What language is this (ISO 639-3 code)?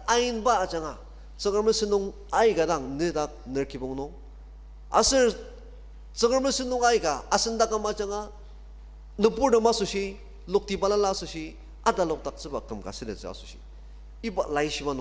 njo